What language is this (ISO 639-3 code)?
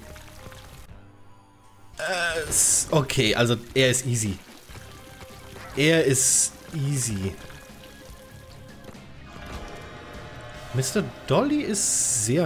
deu